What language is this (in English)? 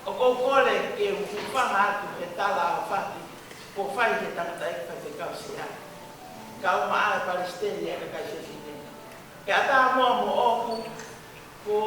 Tongan